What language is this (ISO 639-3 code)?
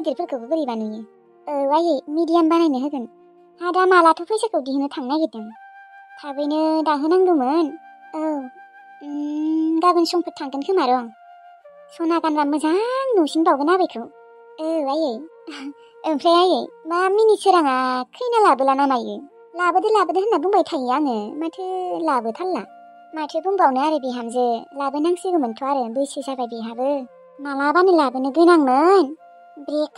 brx